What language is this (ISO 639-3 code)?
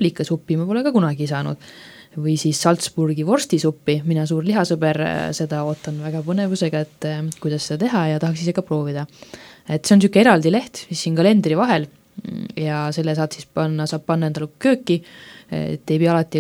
est